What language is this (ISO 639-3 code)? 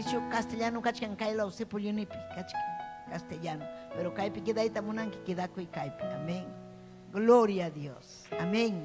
quy